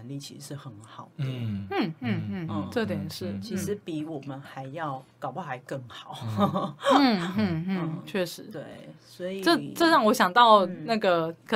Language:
Chinese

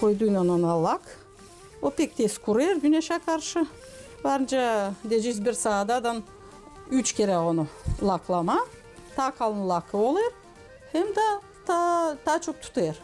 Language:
Gagauz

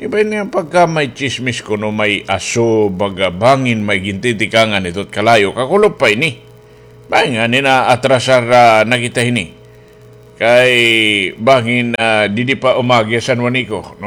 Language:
Waray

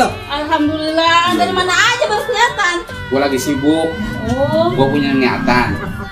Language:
Betawi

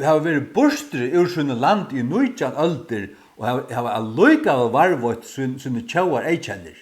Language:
Faroese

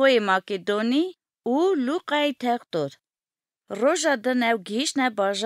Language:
Kurdish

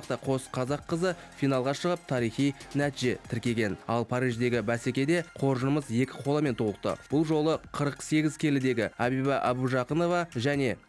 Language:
Kazakh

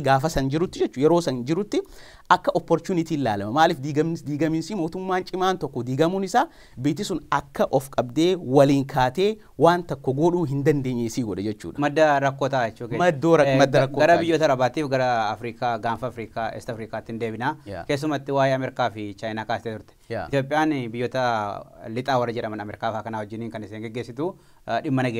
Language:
Oromo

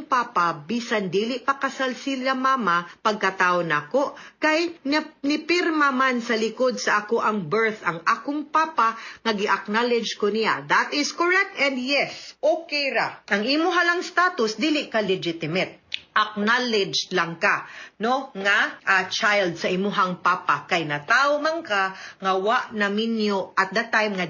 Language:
Cebuano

